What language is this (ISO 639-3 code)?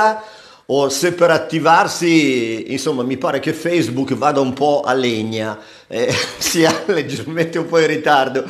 ita